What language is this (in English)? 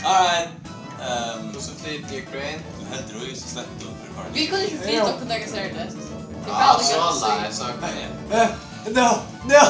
Faroese